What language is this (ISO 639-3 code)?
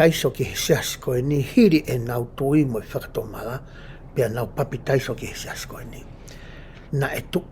ton